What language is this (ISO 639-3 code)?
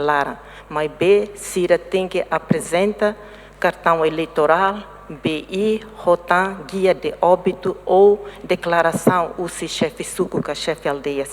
tet